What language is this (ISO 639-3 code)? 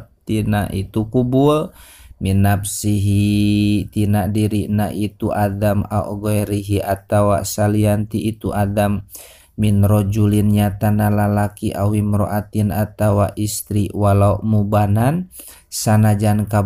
sun